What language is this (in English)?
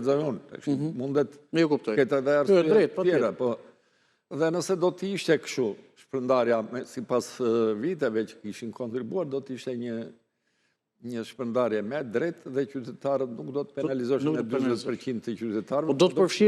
Albanian